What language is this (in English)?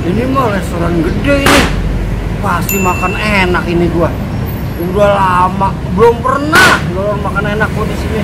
Betawi